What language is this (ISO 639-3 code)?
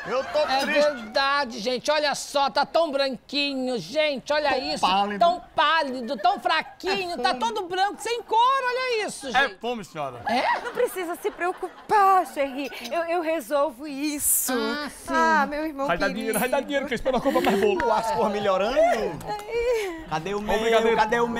por